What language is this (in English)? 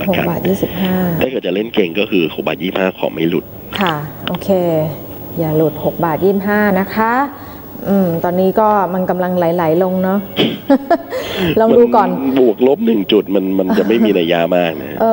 Thai